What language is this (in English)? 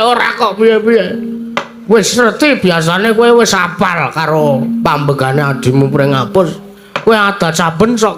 Javanese